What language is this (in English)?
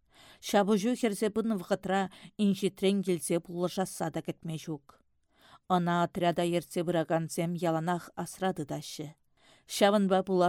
Chuvash